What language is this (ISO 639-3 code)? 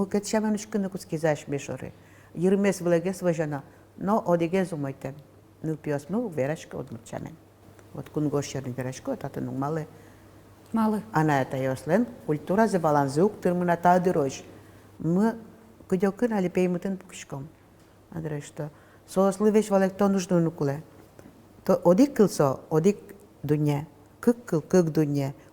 udm